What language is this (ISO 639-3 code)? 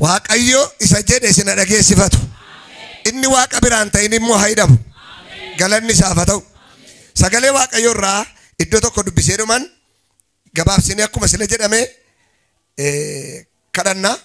orm